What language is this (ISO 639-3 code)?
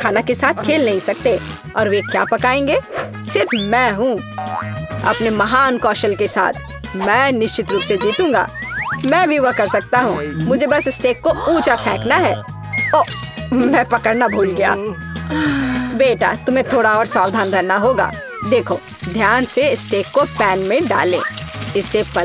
hin